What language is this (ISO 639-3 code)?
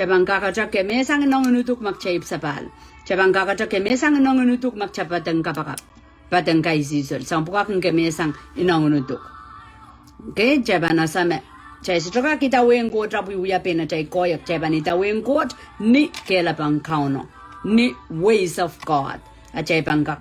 pon